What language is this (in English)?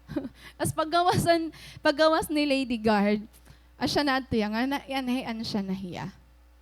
Waray